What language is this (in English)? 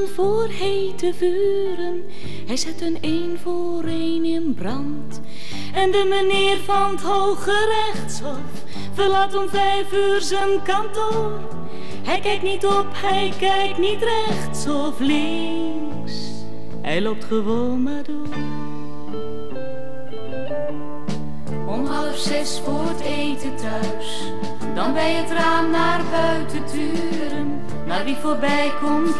Dutch